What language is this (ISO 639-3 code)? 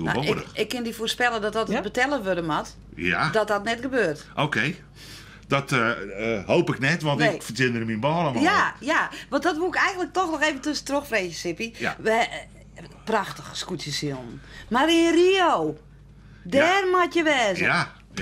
fry